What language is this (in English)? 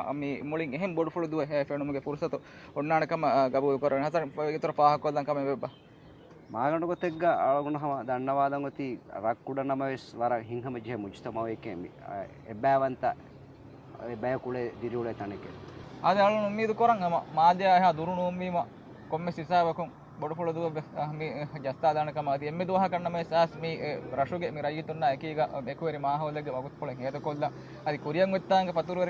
Divehi